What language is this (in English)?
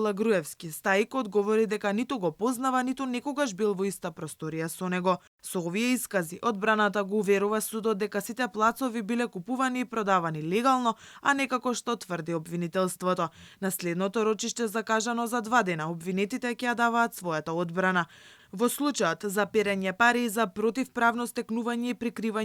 Macedonian